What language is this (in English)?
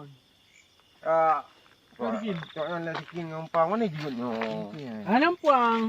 Achinese